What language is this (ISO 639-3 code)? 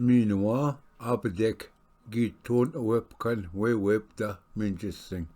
oji